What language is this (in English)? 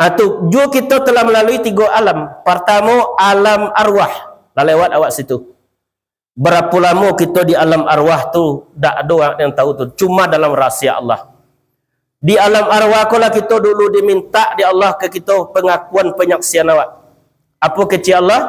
Minangkabau